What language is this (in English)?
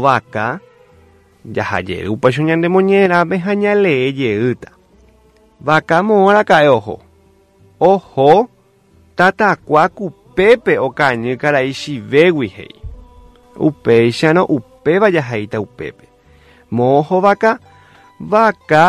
Guarani